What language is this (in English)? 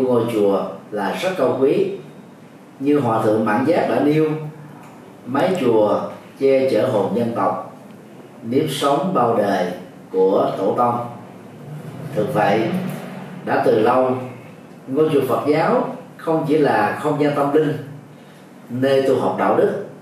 Vietnamese